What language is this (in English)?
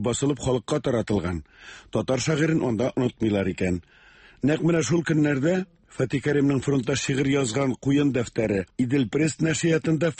Tatar